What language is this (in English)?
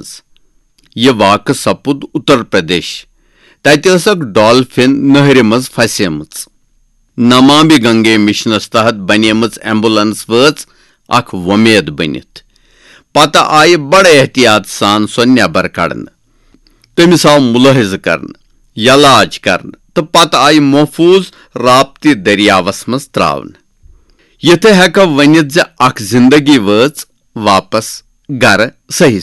Kashmiri